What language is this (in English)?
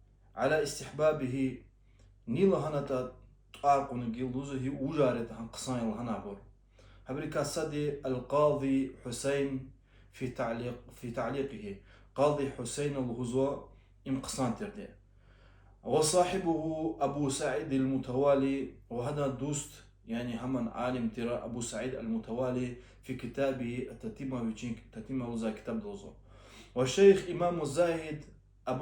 Lezghian